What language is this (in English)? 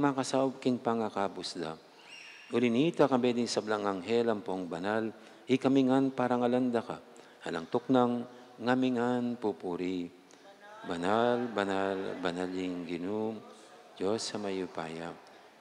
Pampanga